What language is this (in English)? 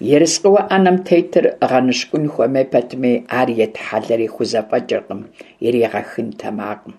Kabardian